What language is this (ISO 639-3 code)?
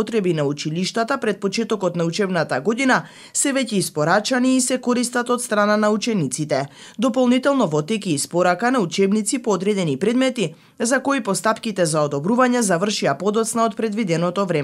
mkd